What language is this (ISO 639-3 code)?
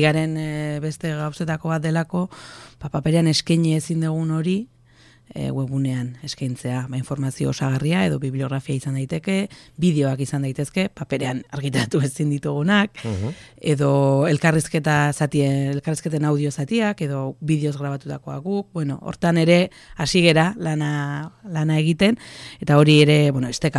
eus